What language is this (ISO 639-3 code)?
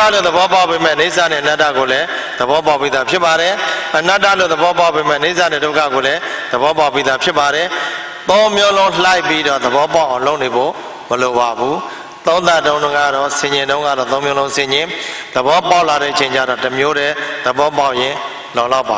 mya